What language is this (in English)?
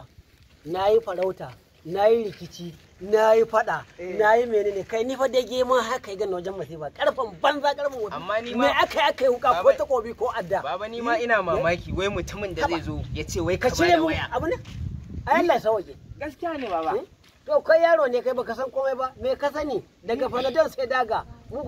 Hausa